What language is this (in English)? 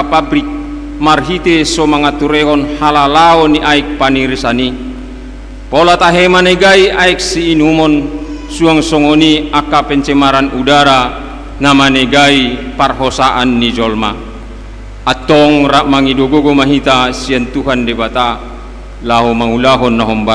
Batak Toba